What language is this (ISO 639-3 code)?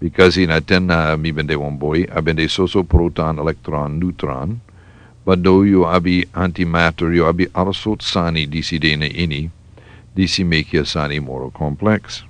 srn